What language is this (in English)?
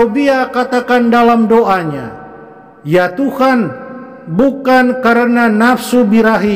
Indonesian